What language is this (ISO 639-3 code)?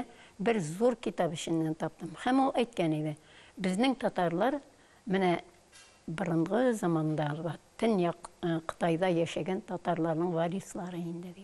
tat